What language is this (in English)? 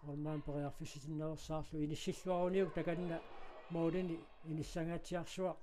Kalaallisut